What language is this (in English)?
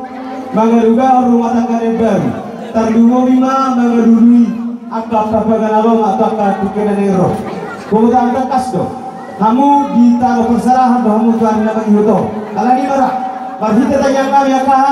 Batak Toba